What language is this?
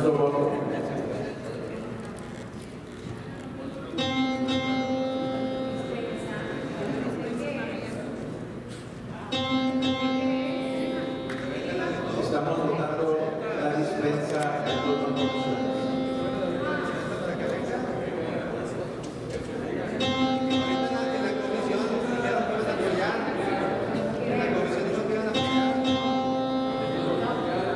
Spanish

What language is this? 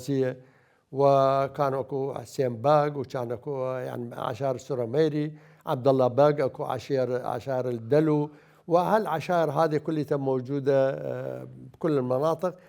Mesopotamian Arabic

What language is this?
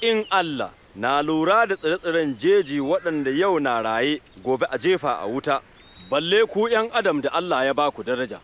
Hausa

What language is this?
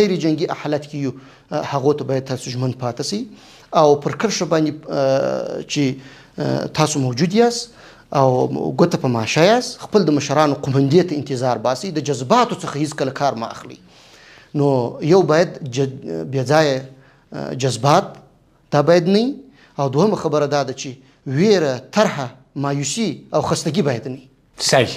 Pashto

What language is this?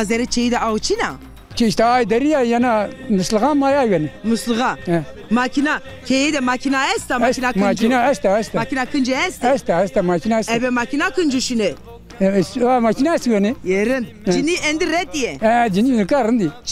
Zaza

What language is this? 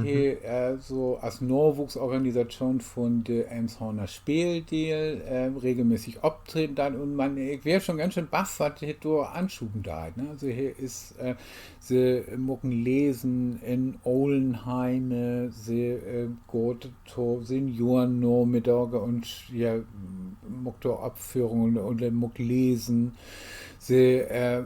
Low German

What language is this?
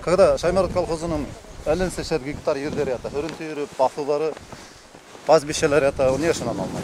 Bashkir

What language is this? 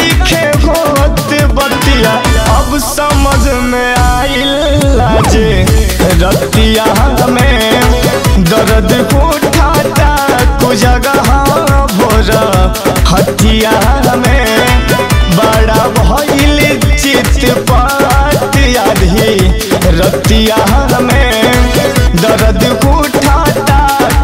Bhojpuri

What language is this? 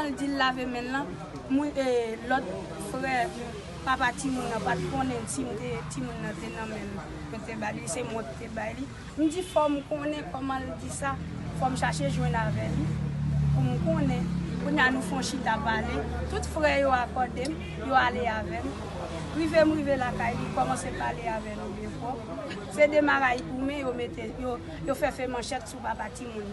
Haitian Creole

